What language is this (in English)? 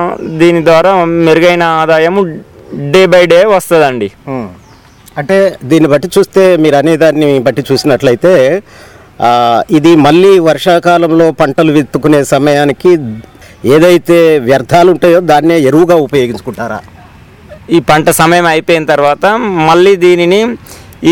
Telugu